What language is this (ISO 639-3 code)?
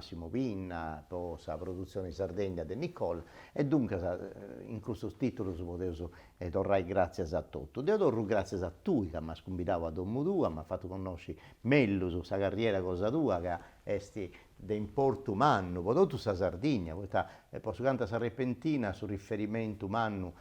srd